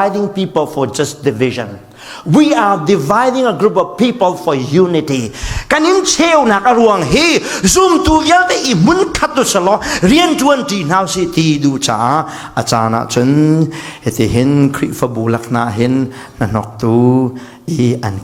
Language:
Falam Chin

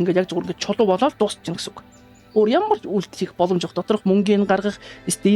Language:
Mongolian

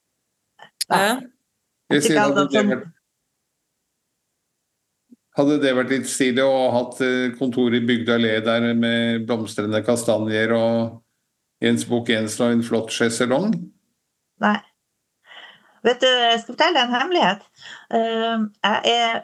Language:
Norwegian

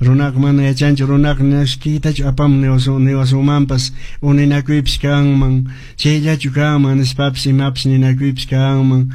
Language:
Quechua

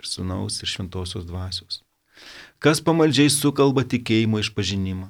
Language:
Lithuanian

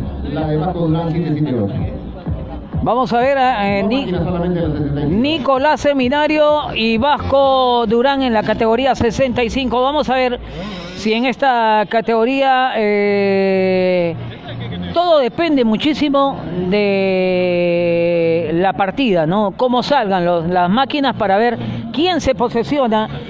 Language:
Spanish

